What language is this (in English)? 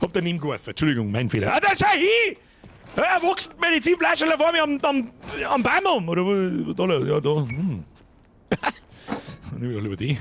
Bavarian